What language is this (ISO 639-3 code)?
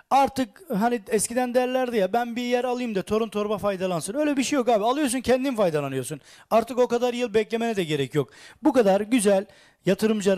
tur